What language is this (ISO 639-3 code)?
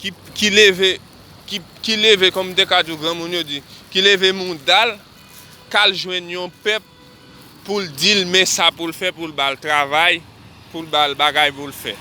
hat